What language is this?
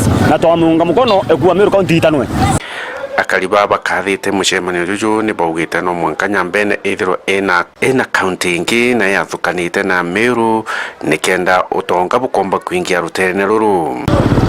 Meru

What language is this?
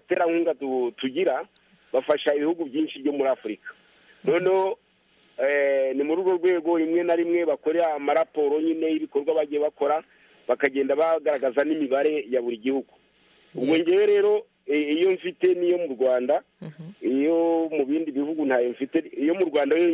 Kinyarwanda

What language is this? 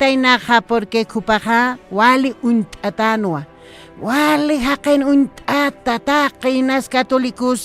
Aymara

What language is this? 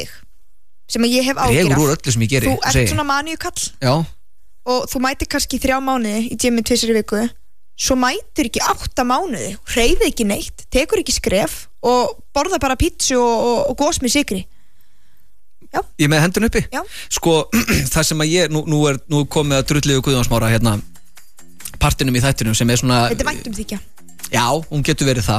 Icelandic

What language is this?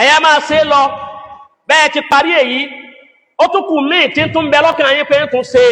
Yoruba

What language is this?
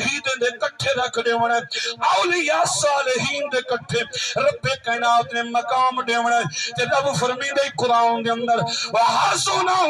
Saraiki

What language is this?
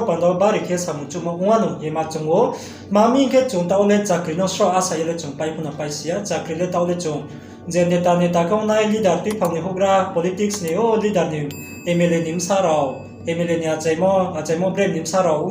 Riang (India)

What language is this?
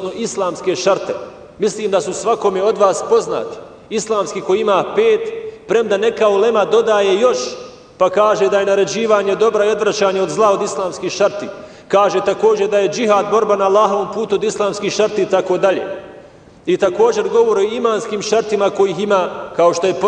Bosnian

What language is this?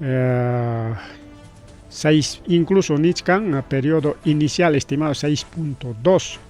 Ayacucho Quechua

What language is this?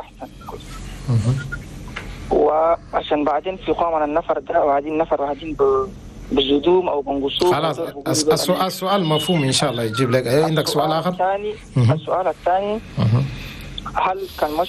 Chadian Arabic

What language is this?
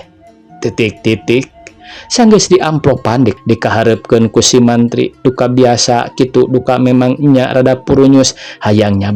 Sundanese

